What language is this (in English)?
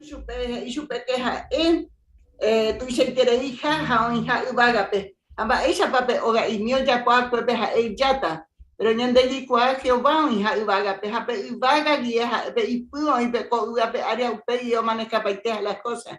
Guarani